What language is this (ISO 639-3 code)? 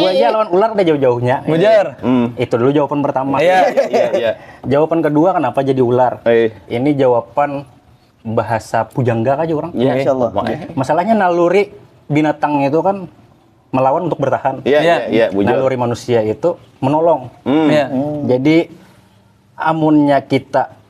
bjn